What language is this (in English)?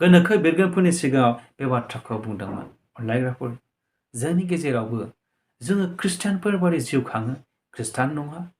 Bodo